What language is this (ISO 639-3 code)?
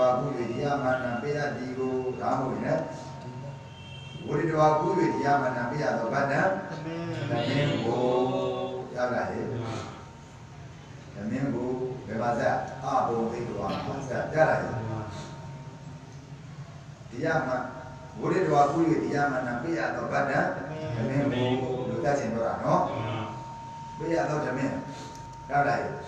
mya